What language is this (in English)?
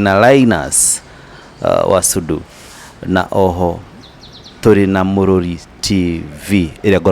Kikuyu